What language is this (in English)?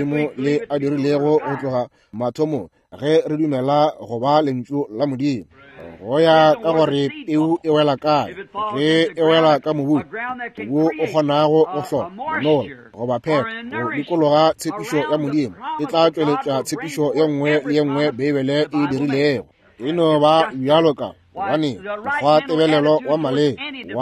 Northern Sotho